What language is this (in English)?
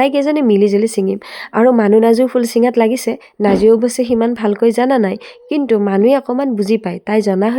Assamese